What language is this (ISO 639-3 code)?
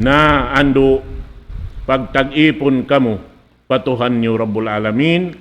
tsg